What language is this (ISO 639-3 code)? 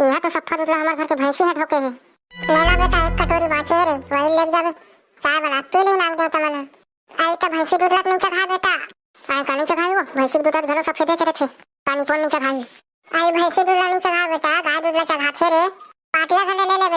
hne